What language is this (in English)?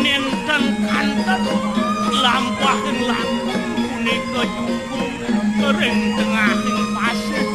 Balinese